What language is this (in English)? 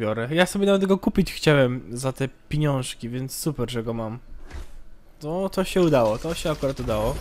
Polish